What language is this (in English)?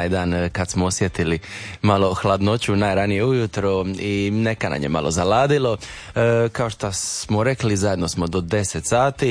Croatian